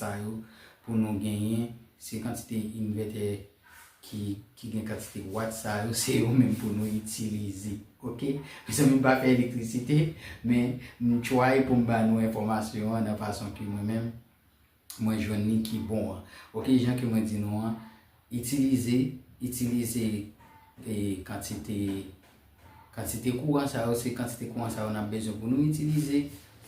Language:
Haitian Creole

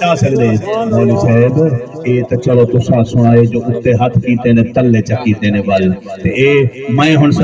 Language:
Saraiki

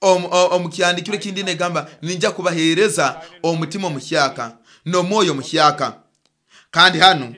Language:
Nyoro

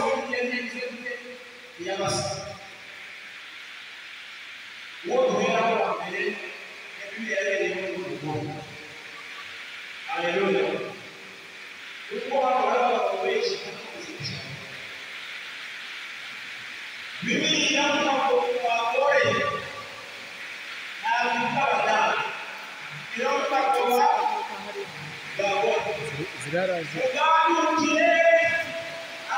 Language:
Kinyarwanda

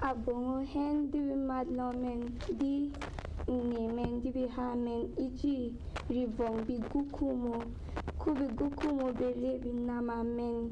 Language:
Berom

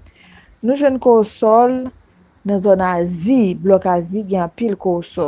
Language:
Haitian Creole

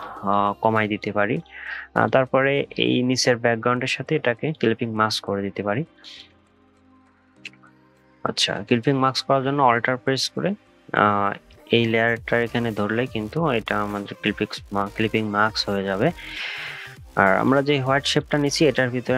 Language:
Bangla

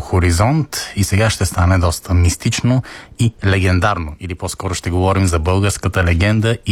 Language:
Bulgarian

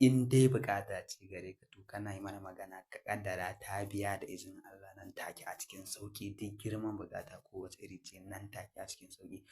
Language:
Hausa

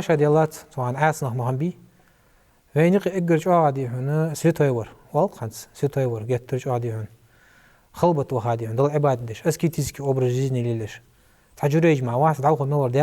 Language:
Ingush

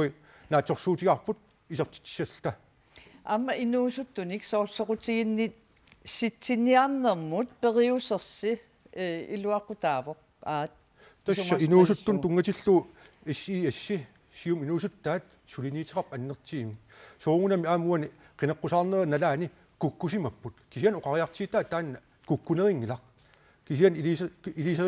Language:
Kalaallisut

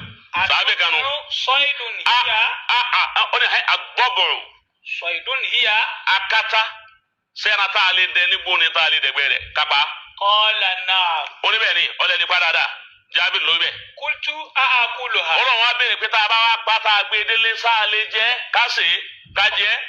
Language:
Yoruba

